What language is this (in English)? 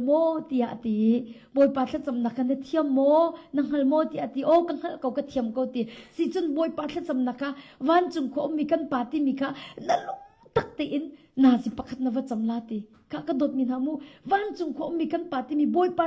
Hakha Chin